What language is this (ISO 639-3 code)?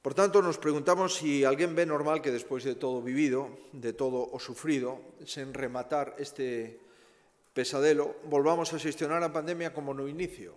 glg